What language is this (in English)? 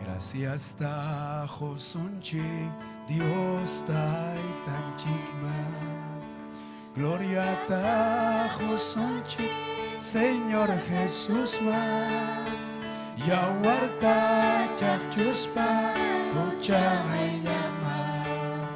Ayacucho Quechua